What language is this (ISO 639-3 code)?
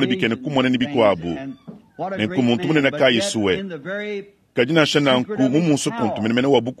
lua